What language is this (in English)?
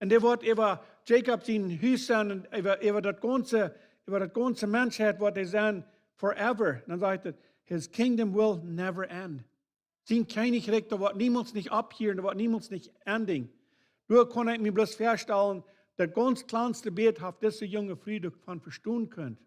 Plautdietsch